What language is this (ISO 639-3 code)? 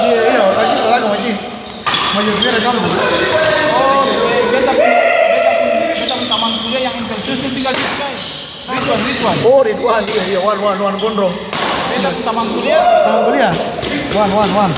abs